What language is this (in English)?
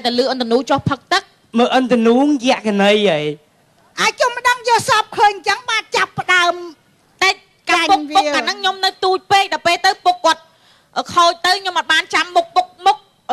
Khmer